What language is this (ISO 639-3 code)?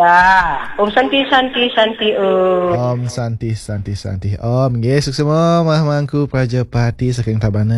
ban